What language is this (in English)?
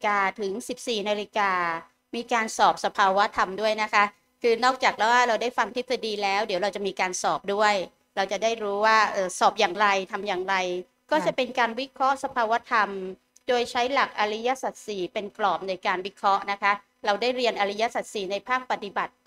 Thai